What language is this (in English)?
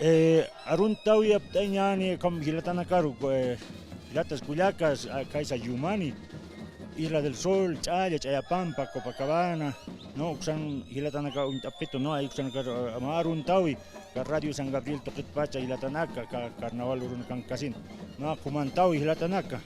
Aymara